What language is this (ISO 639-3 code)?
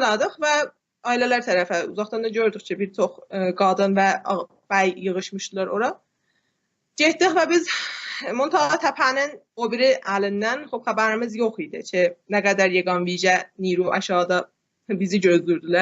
azb